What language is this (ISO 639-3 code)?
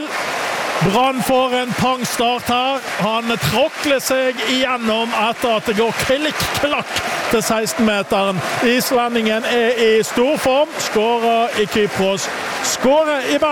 nor